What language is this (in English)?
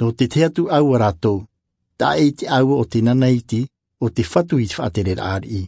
Tahitian